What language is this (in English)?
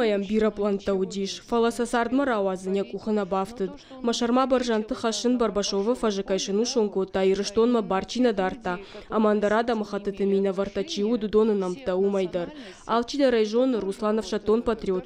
Ossetic